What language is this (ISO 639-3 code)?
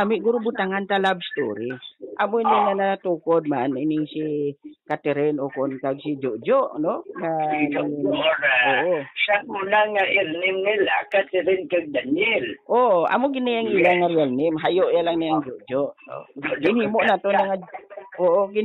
hil